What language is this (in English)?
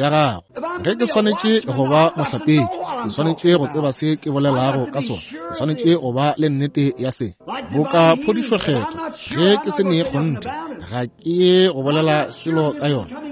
Northern Sotho